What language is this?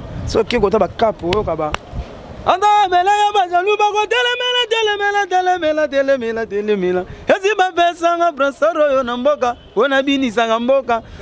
Lingala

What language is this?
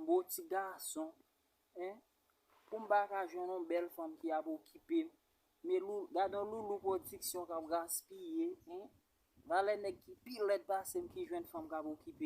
Haitian Creole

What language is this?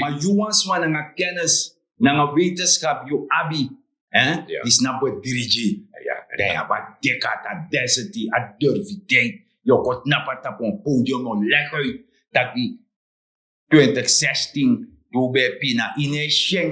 Sranan Tongo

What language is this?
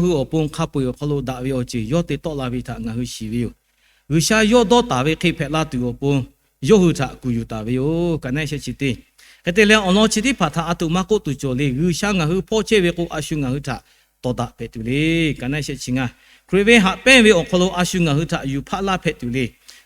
Lahu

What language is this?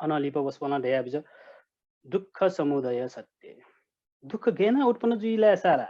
Newari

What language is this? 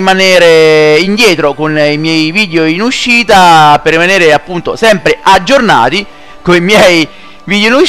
Italian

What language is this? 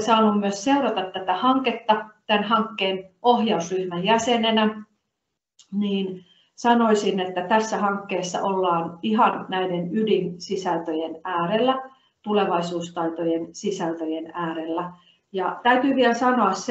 Finnish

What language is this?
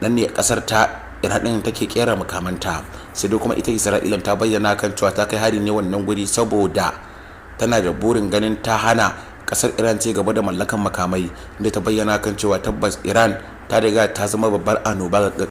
Hausa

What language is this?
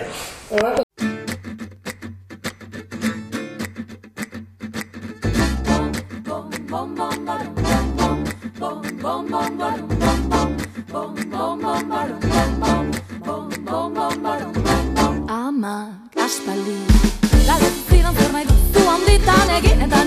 Basque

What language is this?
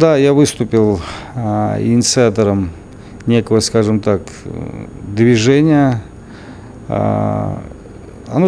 Russian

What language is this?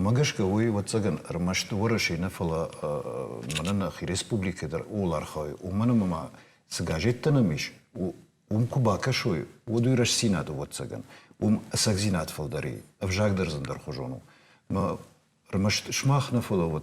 Ossetic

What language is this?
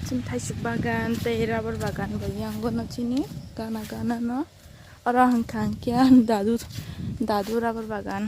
Kok Borok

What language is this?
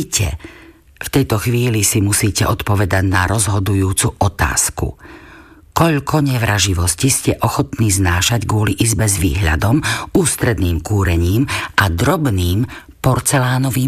Slovak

